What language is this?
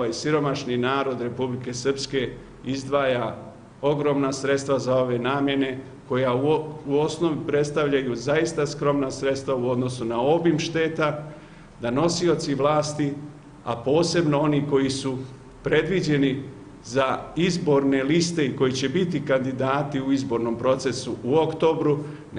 Bosnian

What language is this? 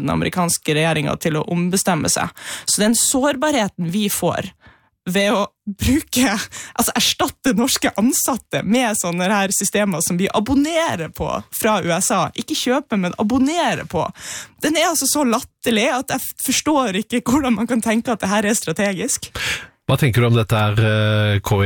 Norwegian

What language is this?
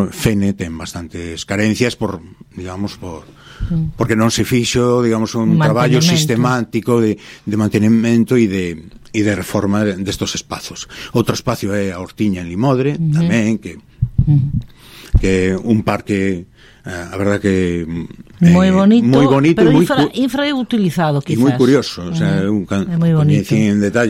Galician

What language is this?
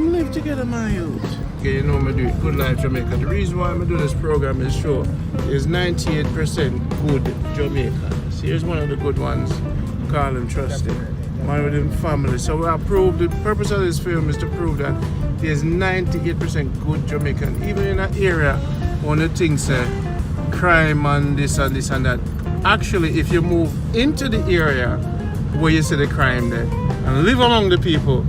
Jamaican Creole English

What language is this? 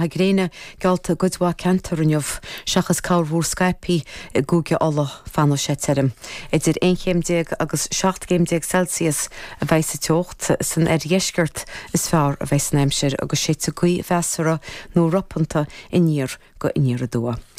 Irish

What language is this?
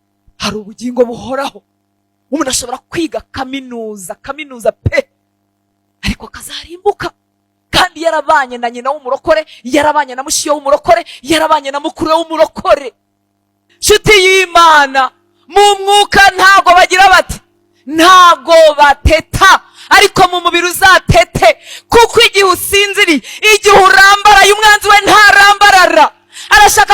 Kinyarwanda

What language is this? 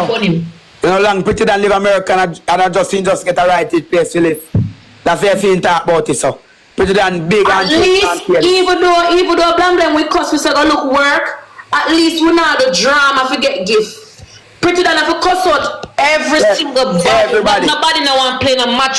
Jamaican Creole English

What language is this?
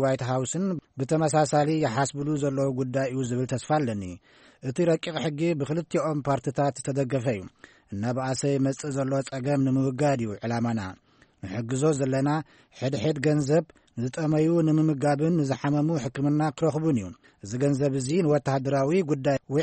Tigrinya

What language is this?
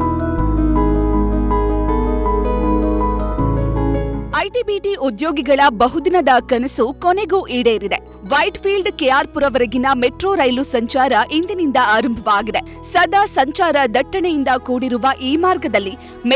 Kannada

